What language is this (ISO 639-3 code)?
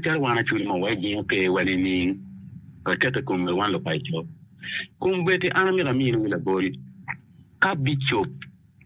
ach